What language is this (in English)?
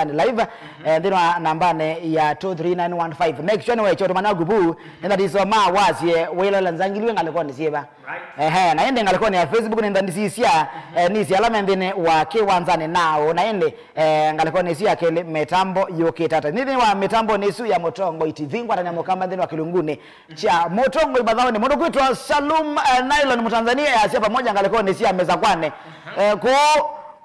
Kamba